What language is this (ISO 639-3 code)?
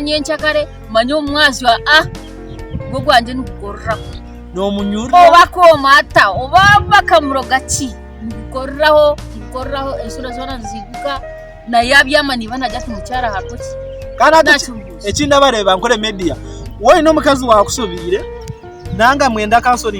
nyn